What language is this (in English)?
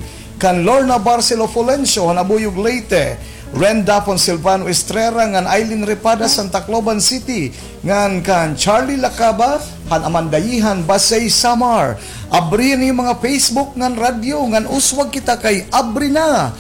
Waray